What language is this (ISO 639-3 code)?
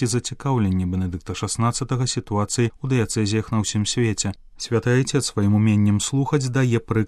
bel